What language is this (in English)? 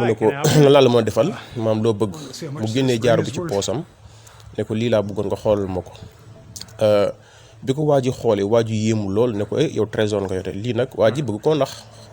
Wolof